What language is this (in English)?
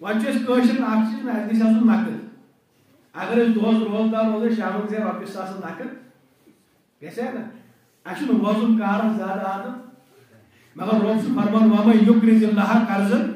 Kashmiri